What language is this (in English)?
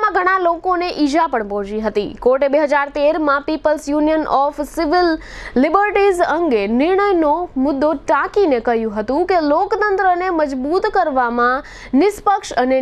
Gujarati